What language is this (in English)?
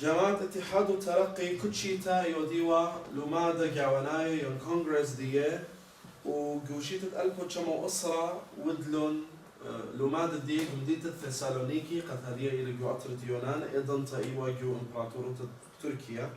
Assyrian Neo-Aramaic